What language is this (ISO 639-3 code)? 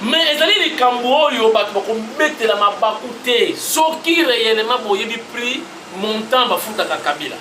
lin